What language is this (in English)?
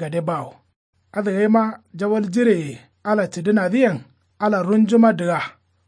Kanuri